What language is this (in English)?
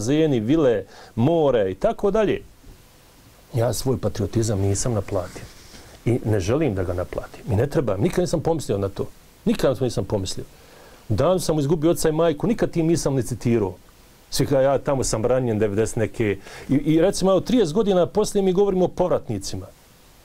Bosnian